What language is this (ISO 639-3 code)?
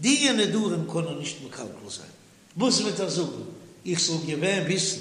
yid